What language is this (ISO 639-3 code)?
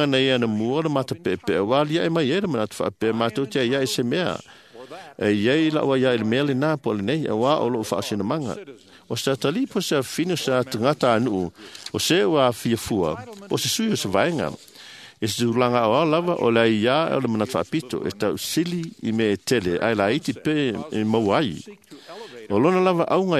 smo